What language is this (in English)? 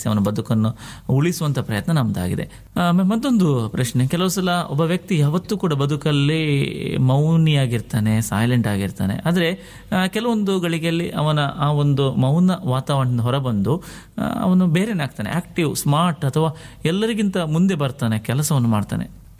Kannada